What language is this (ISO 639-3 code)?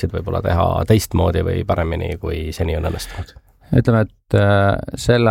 est